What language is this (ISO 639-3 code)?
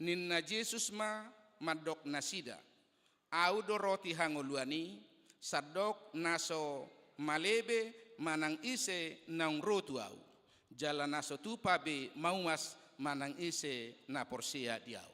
bbc